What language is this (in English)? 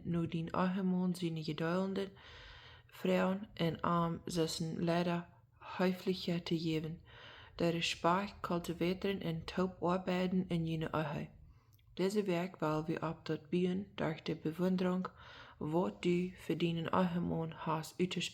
Plautdietsch